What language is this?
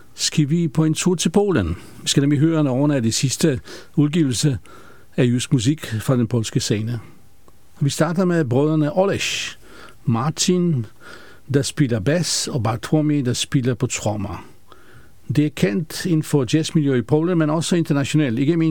Danish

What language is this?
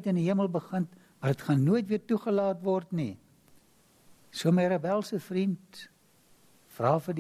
Afrikaans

